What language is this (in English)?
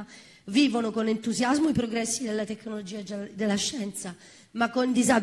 Italian